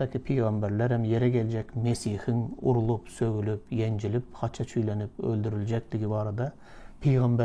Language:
Turkmen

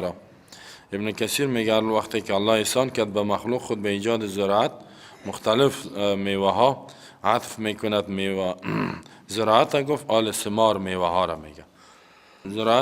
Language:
Persian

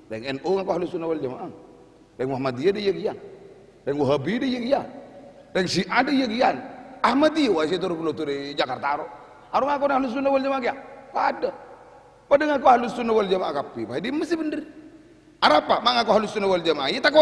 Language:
Madurese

